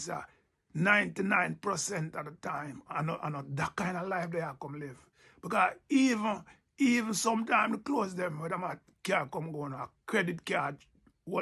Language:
Jamaican Creole English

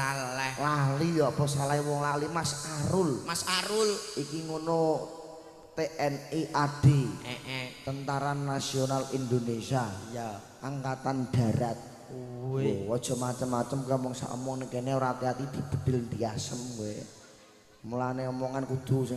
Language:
Javanese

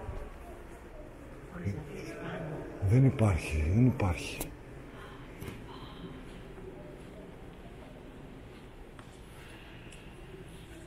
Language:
Greek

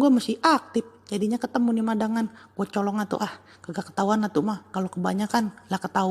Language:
Betawi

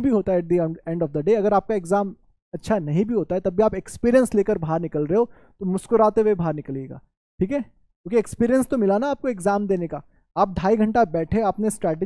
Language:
Hindi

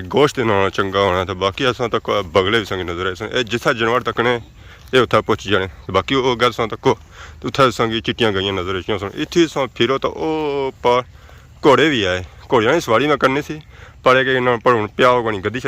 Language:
Pahari-Potwari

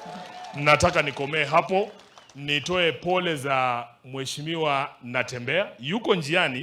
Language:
Swahili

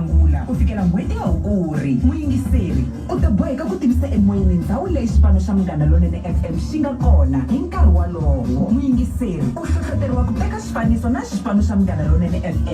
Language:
Tsonga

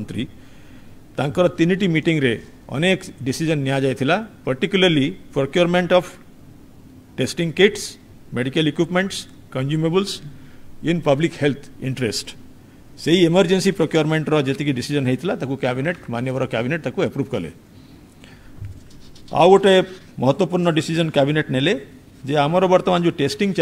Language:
Odia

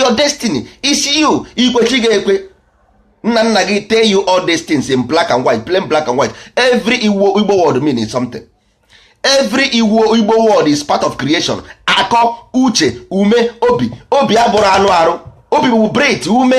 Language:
Igbo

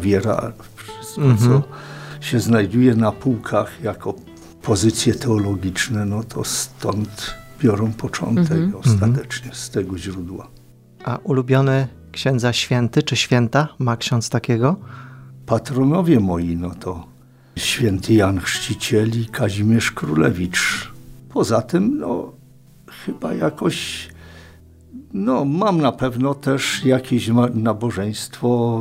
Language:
Polish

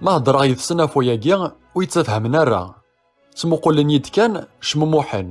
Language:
Kabyle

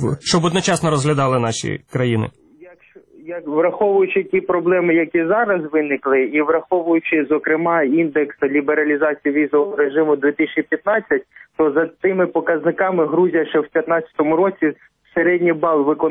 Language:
Ukrainian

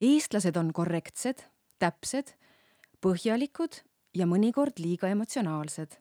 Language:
Estonian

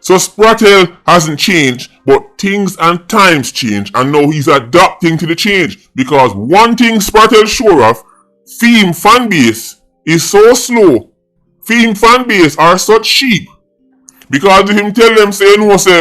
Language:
Jamaican Creole English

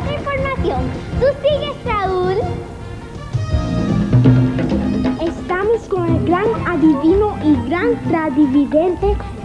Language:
Spanish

